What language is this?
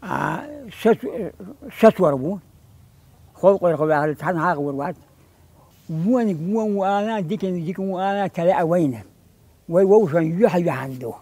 Chechen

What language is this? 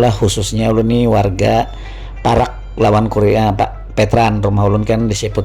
Banjar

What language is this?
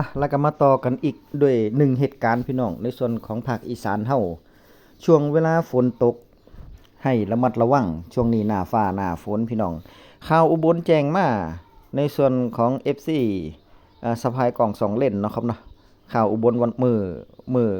Northeastern Thai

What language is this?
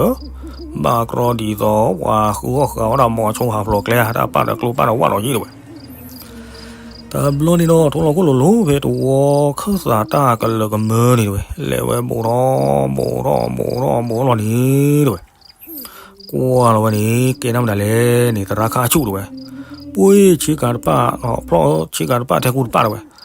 S'gaw Karen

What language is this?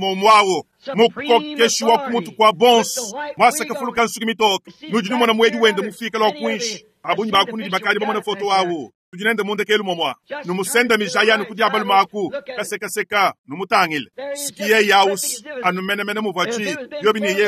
Luba-Lulua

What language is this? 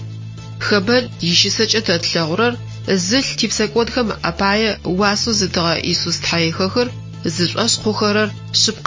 Adyghe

